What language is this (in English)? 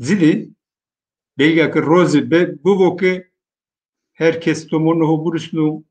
Zaza